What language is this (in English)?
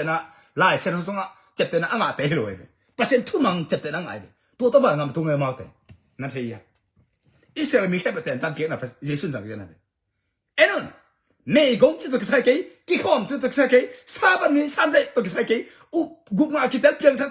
Tedim Chin